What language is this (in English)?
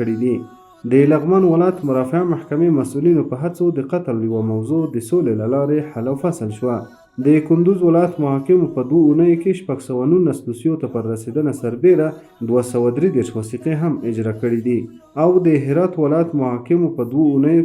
Pashto